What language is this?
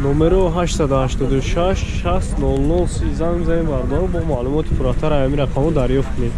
Tajik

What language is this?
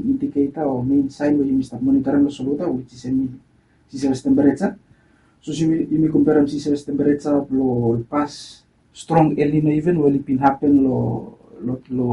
Bislama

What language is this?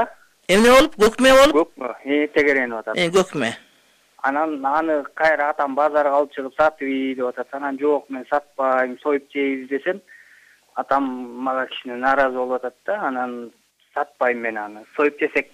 Kyrgyz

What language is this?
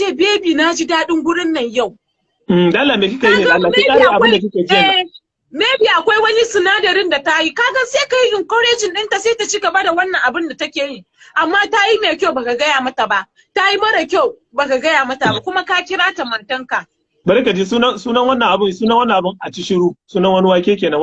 Hausa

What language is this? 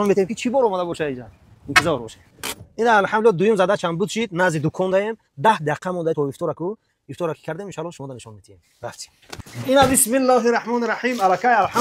Tajik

